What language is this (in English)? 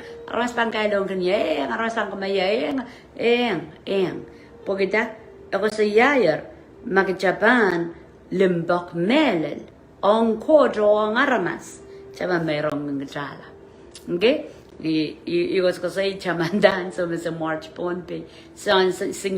Pohnpeian